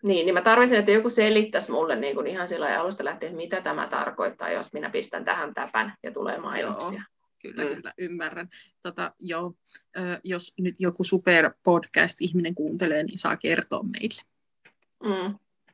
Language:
Finnish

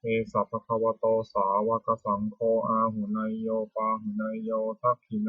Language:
Pali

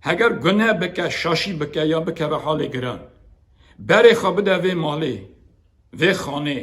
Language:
Kurdish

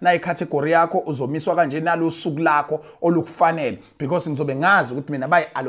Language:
Zulu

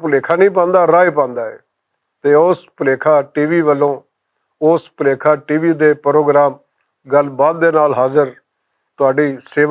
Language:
Western Panjabi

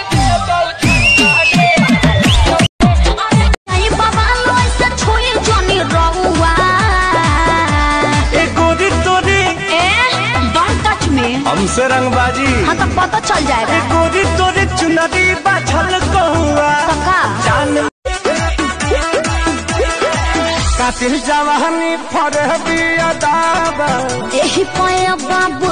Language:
Bhojpuri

